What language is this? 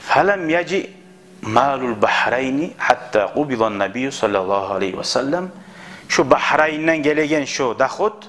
Kumyk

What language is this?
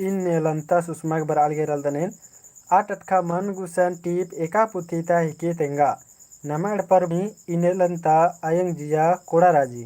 Kurukh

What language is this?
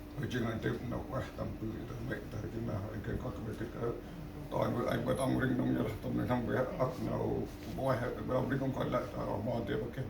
Central Mnong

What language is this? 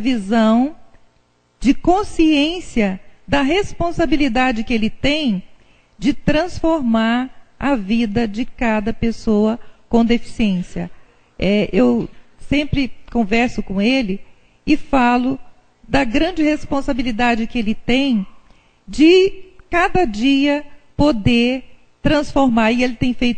Portuguese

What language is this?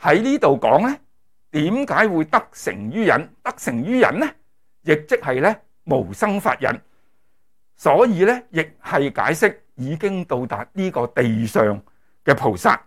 Cantonese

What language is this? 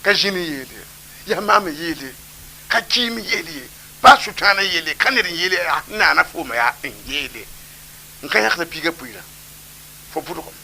Mossi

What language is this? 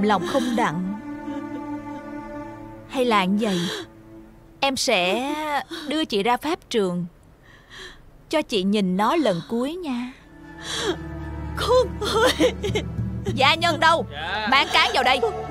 Vietnamese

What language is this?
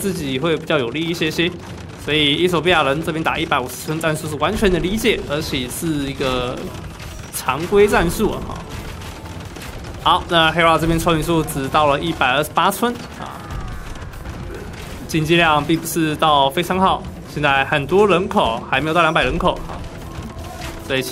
Chinese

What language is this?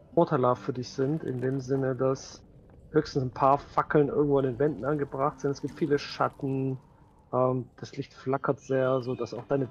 German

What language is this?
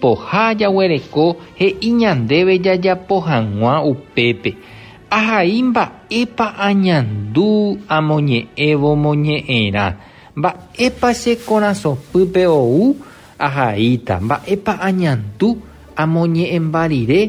Guarani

